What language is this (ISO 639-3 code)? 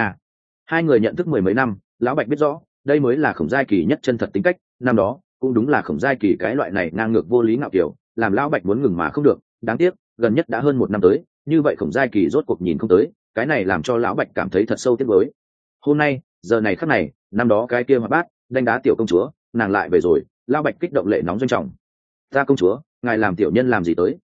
vie